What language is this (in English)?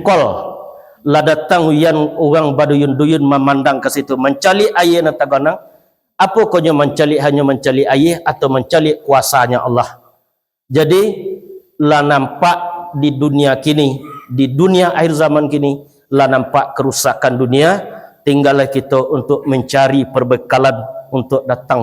Minangkabau